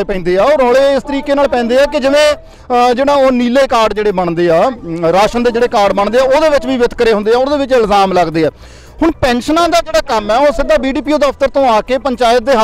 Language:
Punjabi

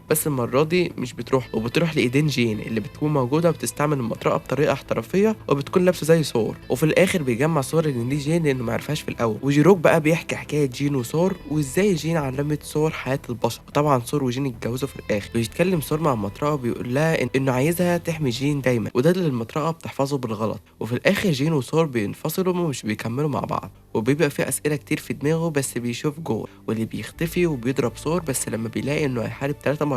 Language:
Egyptian Arabic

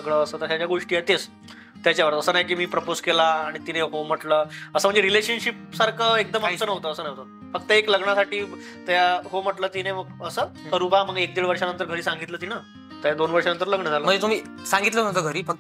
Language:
Marathi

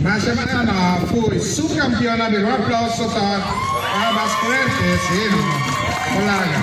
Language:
Papiamento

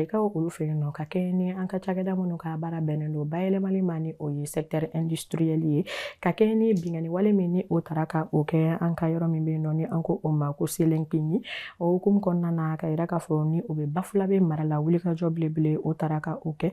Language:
Bambara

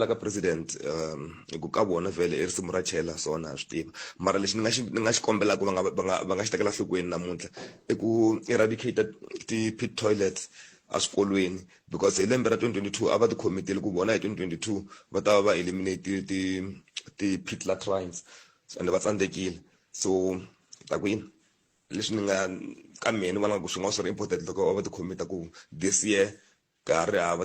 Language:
Tsonga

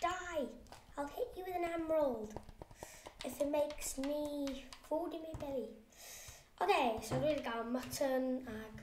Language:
Welsh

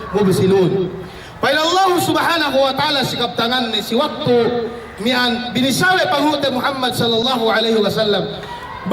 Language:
Yakan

